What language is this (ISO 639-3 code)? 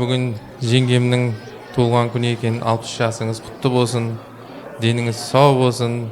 kaz